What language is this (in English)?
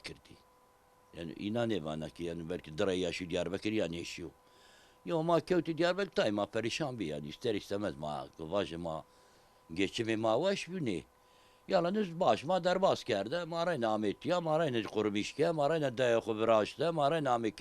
Zaza